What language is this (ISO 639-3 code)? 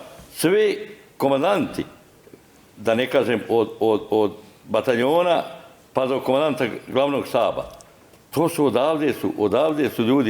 bos